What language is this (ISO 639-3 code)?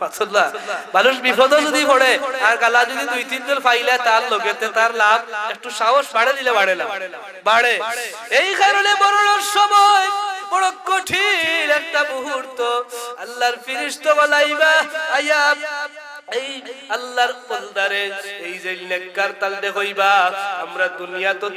syl